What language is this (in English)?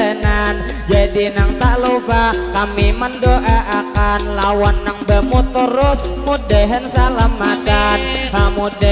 Banjar